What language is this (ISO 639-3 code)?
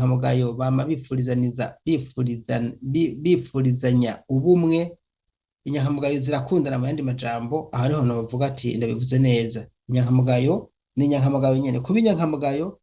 run